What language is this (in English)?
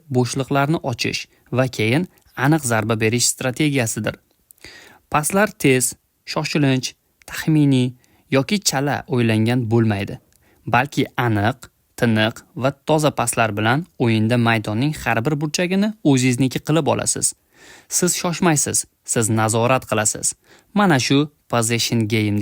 Uzbek